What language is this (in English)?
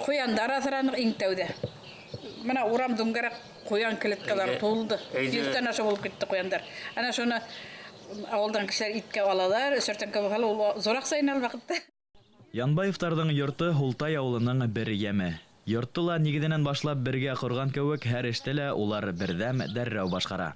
Bashkir